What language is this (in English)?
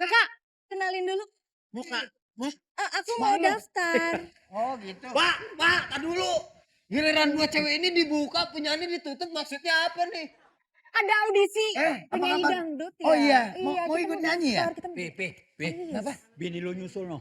Betawi